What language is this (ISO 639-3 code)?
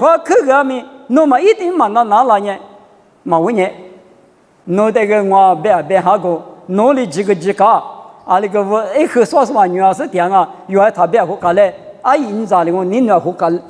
lis